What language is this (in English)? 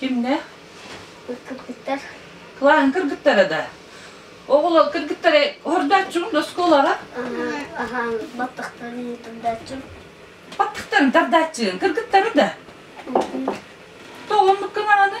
Yakut